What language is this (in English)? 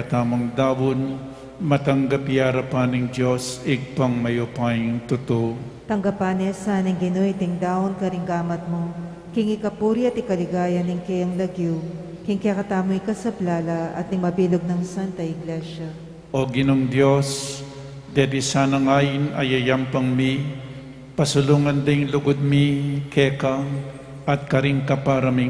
Pampanga